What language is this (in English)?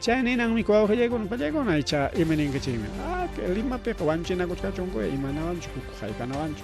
Ayacucho Quechua